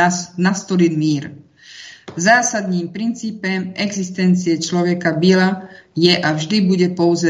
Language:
Czech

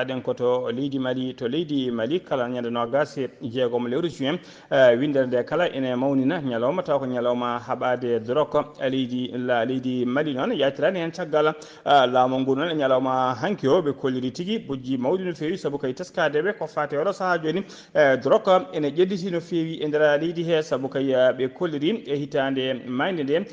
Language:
Fula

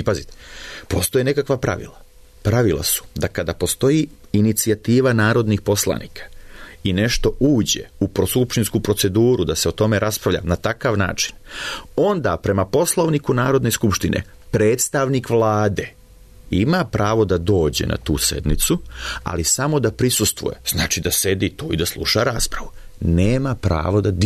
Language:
Serbian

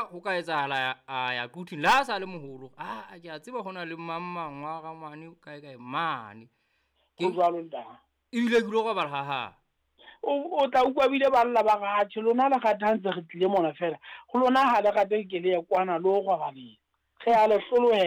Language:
Southern Sotho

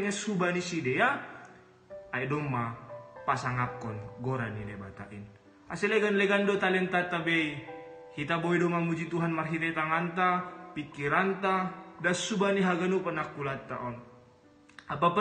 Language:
Batak Simalungun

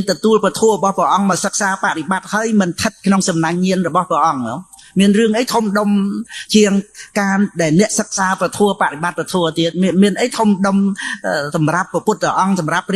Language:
Khmer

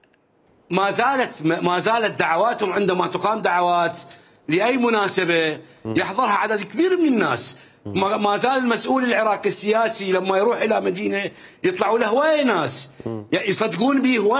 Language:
Mesopotamian Arabic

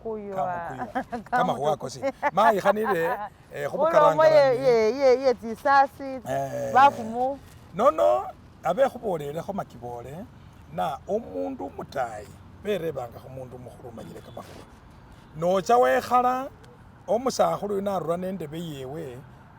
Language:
Masaaba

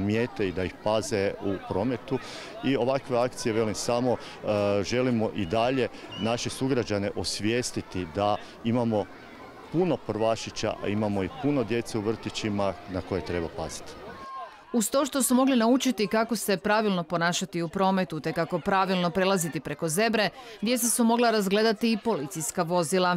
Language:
Croatian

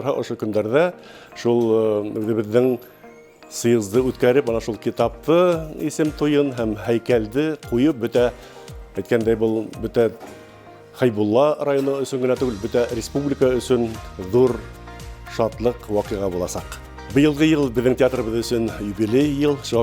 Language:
Bashkir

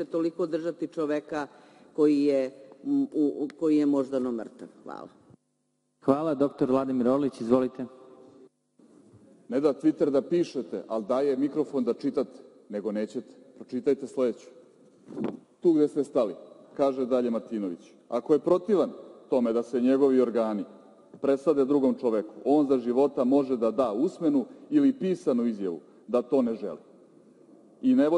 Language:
Serbian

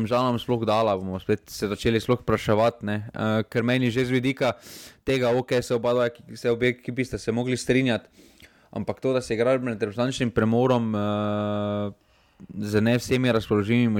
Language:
Slovenian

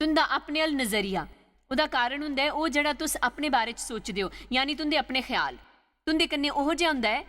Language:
Dogri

